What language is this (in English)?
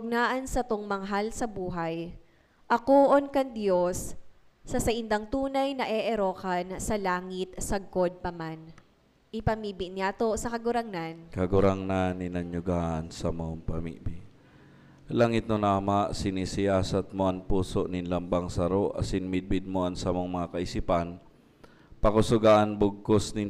Bikol